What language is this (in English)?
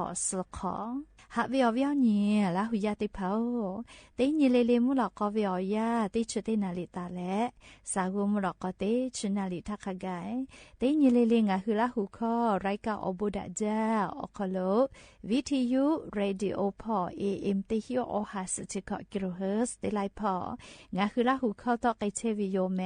Lahu